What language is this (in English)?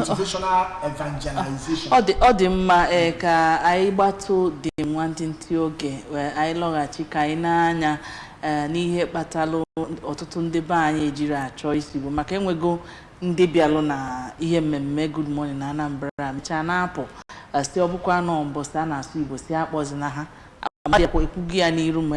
Igbo